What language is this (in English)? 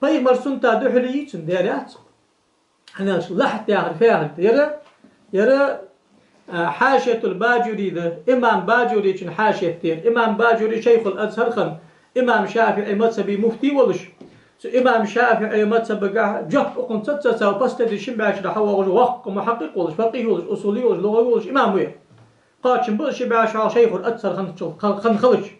Ingush